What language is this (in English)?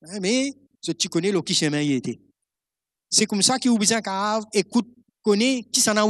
Morisyen